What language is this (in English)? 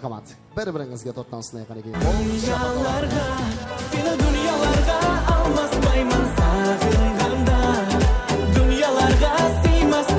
Kara-Kalpak